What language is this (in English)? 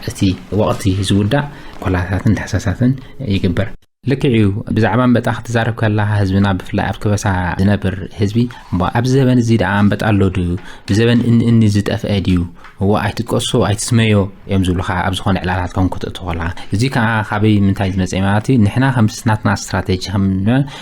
Tigrinya